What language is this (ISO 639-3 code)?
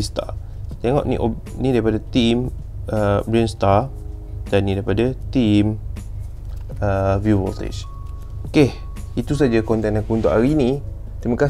msa